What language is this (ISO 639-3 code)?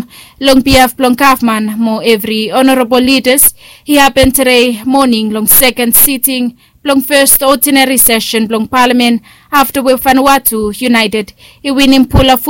bis